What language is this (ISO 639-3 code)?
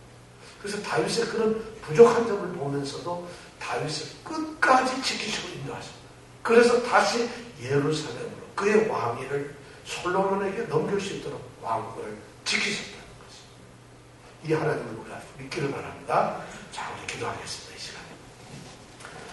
kor